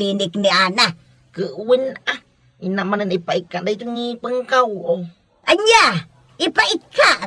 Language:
Iloko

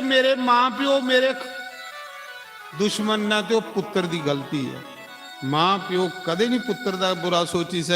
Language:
Dogri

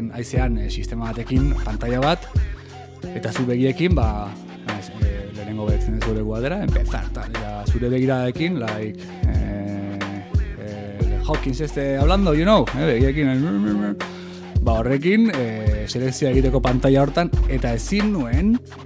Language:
Basque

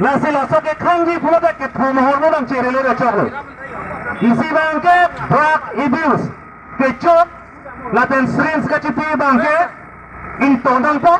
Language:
Karbi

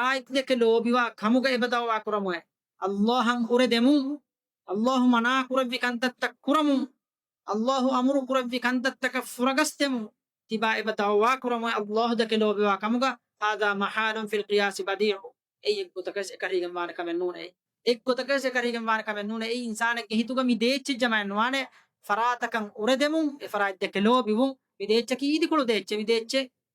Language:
Divehi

